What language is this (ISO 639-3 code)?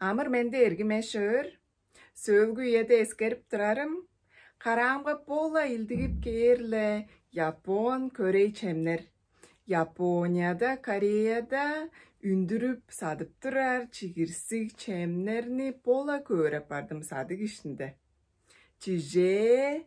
tyv